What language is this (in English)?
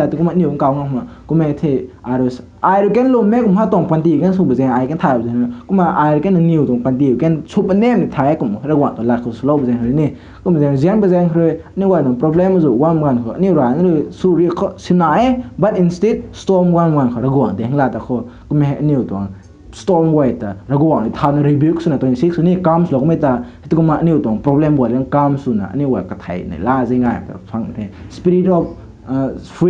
Rongmei Naga